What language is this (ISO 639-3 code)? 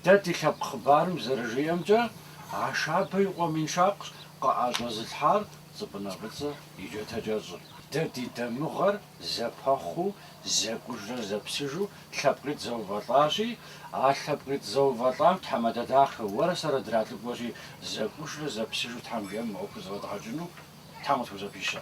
kbd